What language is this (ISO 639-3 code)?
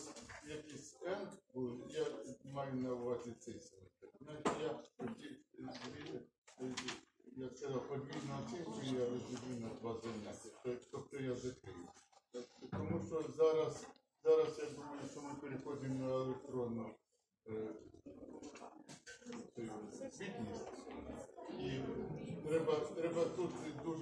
ukr